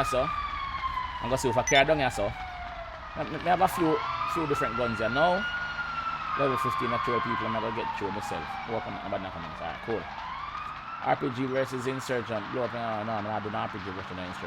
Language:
Jamaican Creole English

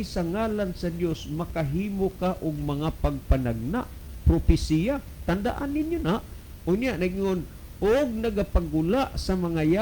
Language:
Cebuano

